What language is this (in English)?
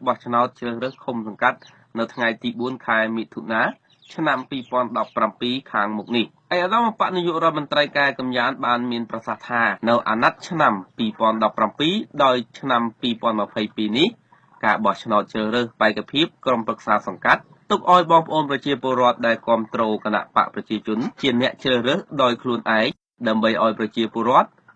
Khmer